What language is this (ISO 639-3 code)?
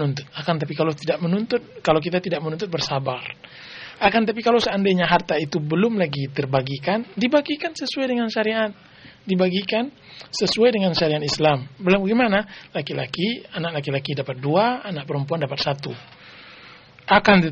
ind